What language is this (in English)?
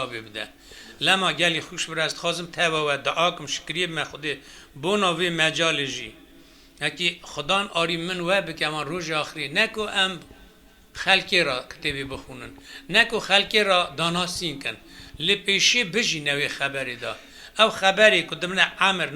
Kurdish